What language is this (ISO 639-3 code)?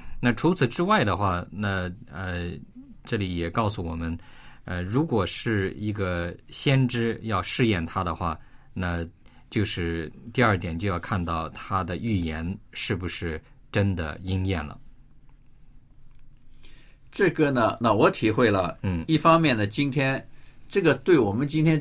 zho